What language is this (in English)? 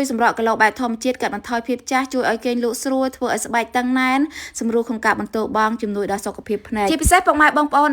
Khmer